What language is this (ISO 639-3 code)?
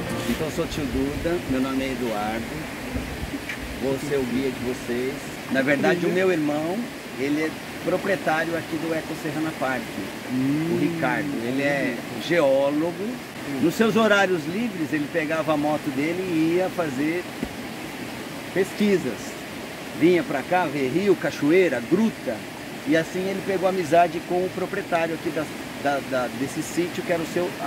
por